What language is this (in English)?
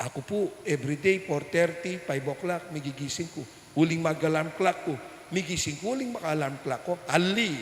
Pampanga